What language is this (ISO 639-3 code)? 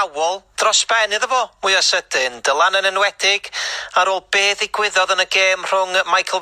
cym